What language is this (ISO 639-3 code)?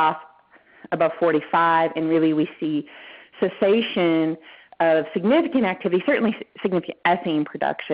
eng